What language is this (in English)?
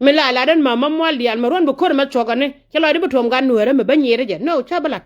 Nuer